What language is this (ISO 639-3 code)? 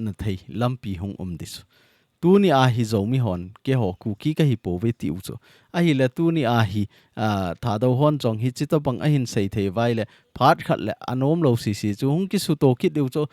tcz